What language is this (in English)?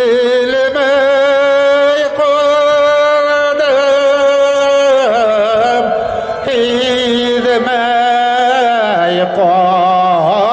Bashkir